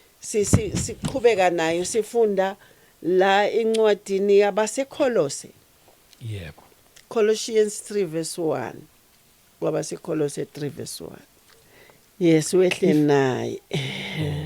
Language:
Zulu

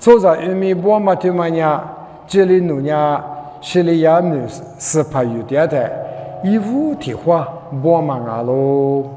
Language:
Lisu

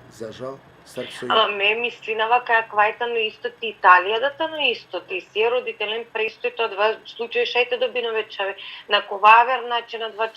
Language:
Balkan Romani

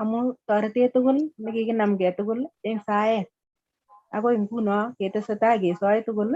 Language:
Kalenjin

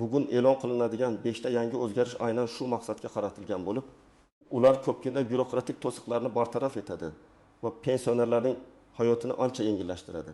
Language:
Uzbek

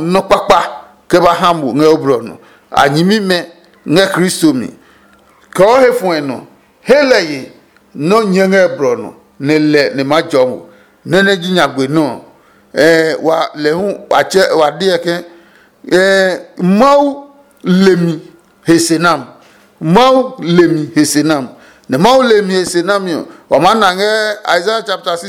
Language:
Adangme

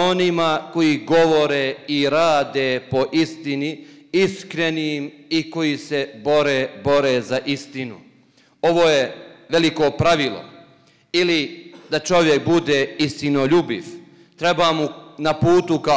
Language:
Bosnian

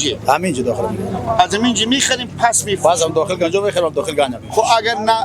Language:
Persian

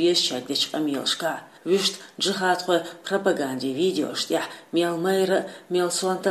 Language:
Chechen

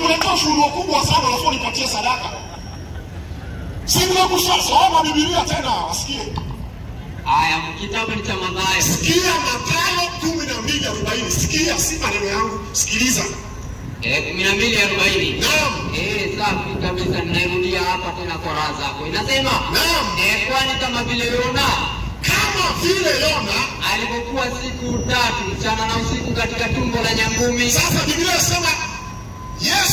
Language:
Swahili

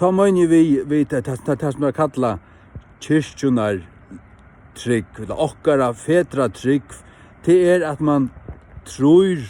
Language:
Faroese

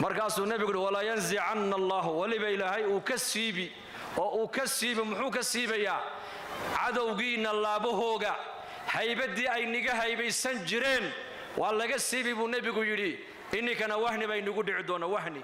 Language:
Somali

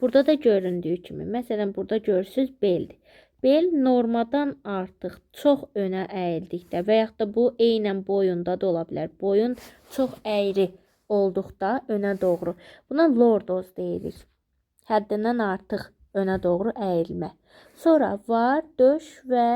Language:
Azerbaijani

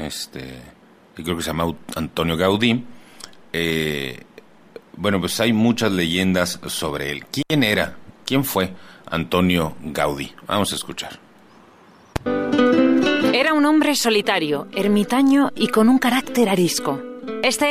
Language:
Spanish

